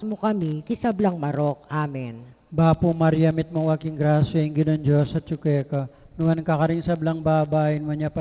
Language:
Pampanga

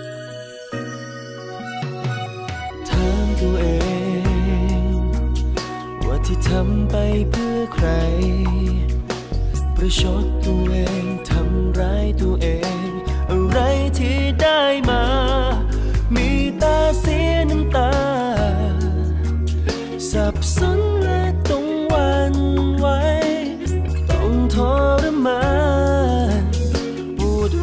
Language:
Thai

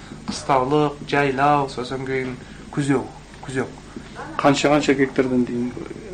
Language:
Kazakh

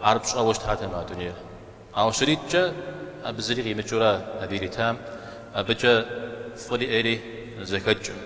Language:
Kabardian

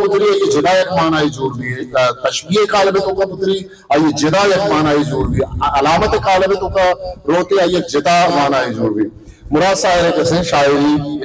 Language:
Baluchi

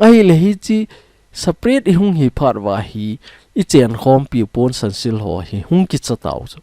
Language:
Thado Chin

